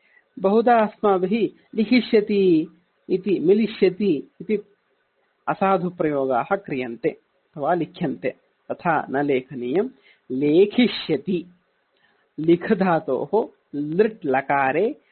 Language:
Sanskrit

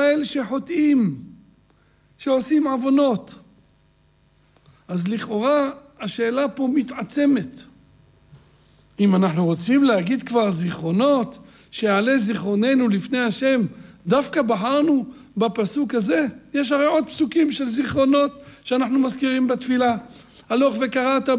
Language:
Hebrew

